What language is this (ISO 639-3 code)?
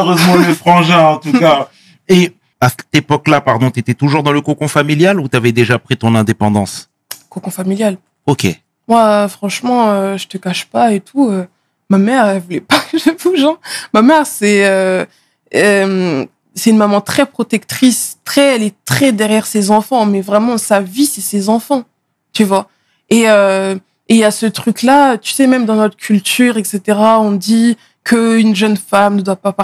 fra